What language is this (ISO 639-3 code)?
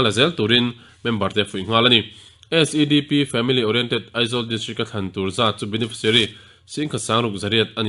lus